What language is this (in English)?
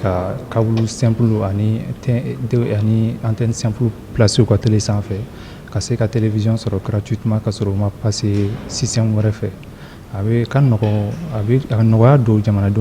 Bambara